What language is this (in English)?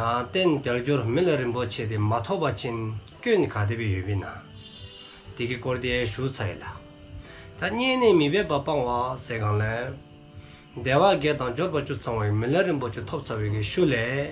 Dzongkha